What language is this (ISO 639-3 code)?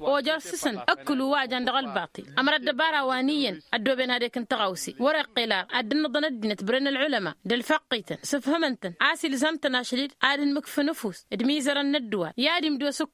taq